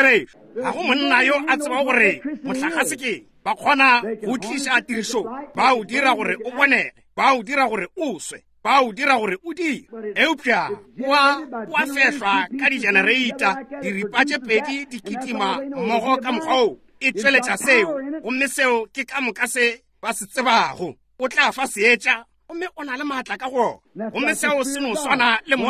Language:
Northern Sotho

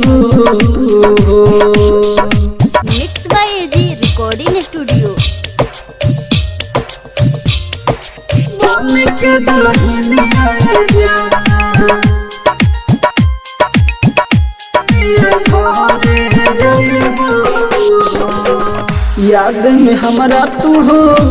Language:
Bhojpuri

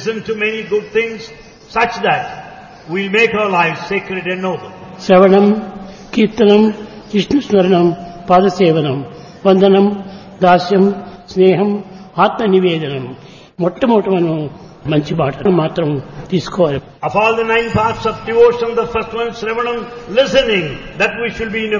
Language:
Telugu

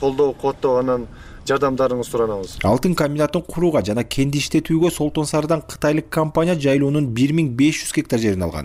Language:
Kyrgyz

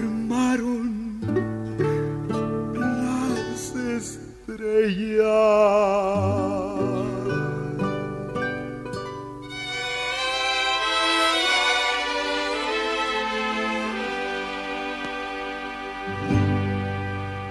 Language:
Spanish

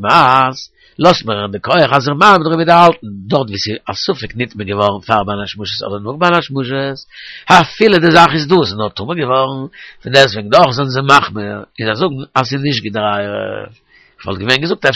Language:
Yiddish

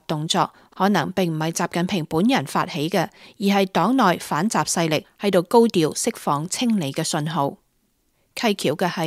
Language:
Cantonese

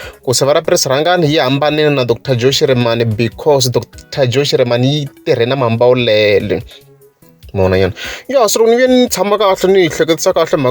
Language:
Tsonga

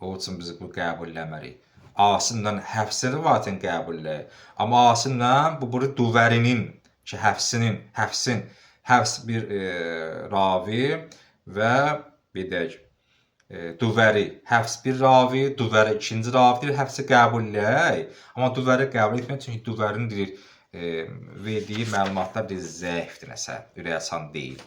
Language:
Azerbaijani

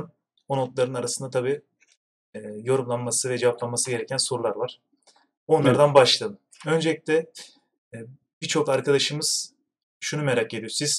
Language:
Turkish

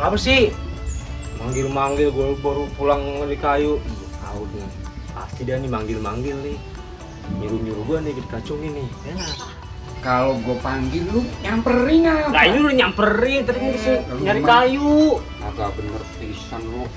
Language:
Betawi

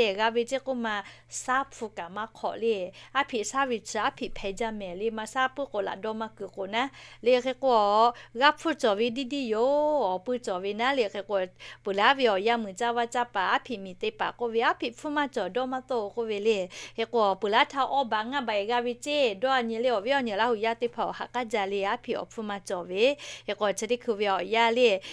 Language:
Lahu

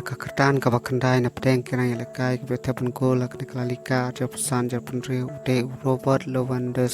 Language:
Khasi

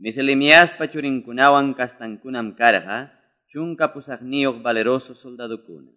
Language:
Quechua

